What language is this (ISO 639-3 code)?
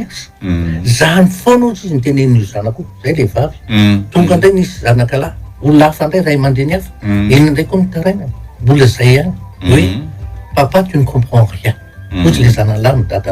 mlg